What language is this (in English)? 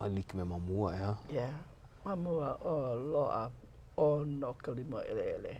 Hawaiian